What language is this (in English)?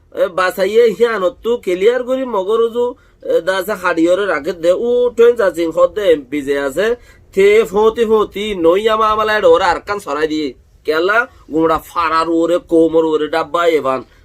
Rohingya